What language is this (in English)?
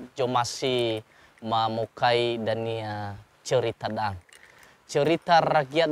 Nias